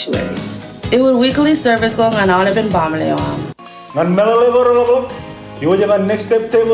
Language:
Marshallese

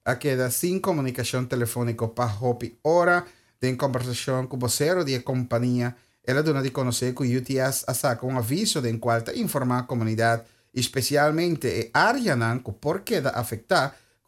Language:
Papiamento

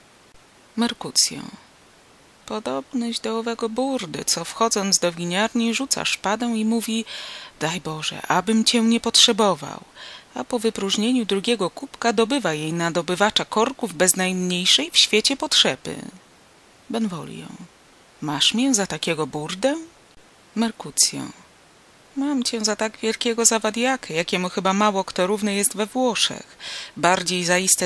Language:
Polish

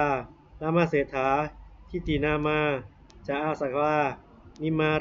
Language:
Pali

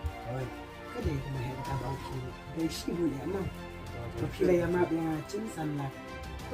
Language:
Khasi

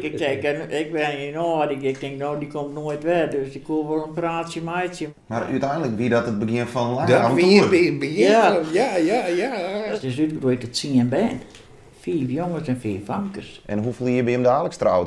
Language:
Western Frisian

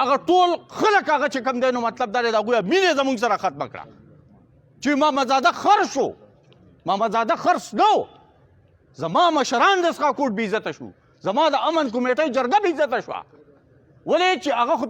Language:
Pashto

